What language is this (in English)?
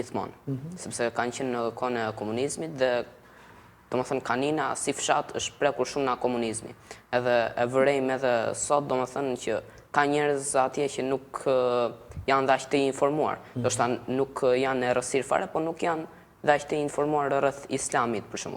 Albanian